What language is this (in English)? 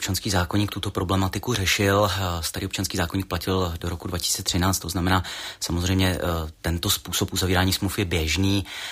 Czech